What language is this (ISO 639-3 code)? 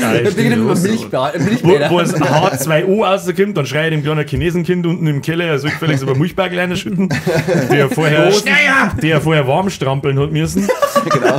bar